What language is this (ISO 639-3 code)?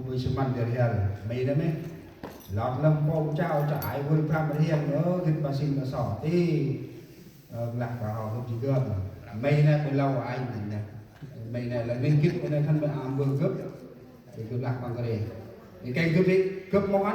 cmo